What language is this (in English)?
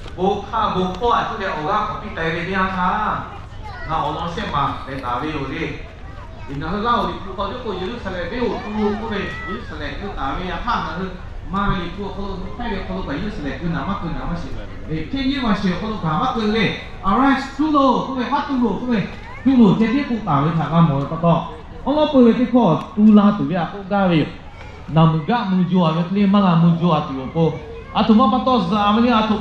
Lahu